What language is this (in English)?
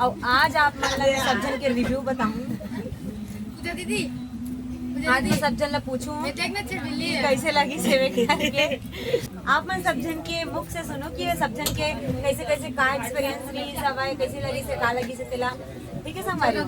Chhattisgarhi